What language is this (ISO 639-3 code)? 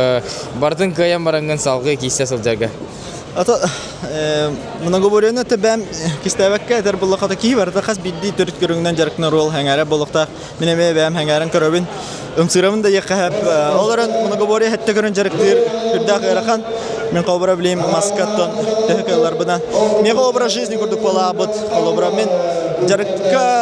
sah